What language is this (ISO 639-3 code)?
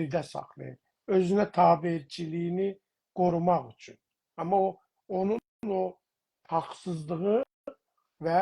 azb